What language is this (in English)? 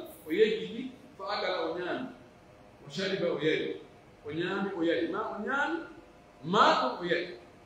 Pular